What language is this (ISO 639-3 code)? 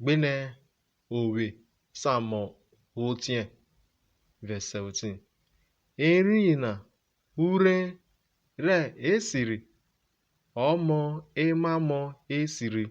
urh